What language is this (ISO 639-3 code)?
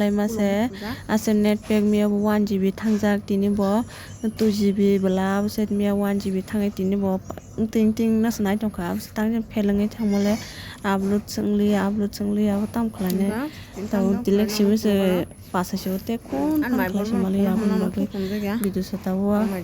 trp